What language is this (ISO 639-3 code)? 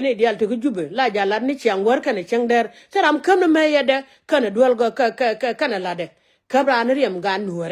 nus